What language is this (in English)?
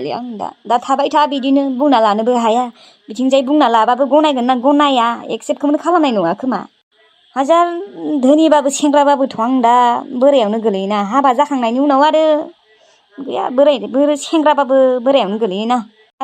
Bodo